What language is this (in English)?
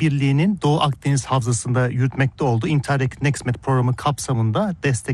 Turkish